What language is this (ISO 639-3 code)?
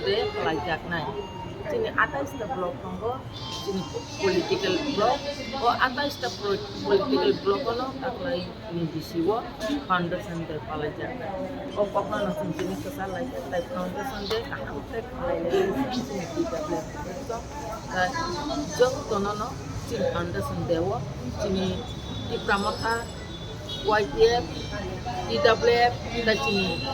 trp